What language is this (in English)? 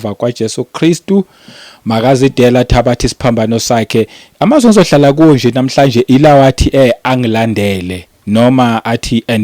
Zulu